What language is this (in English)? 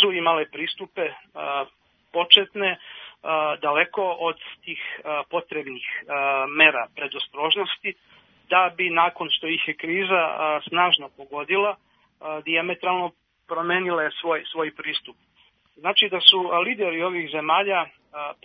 Serbian